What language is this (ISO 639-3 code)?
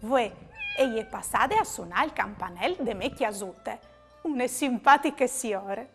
fur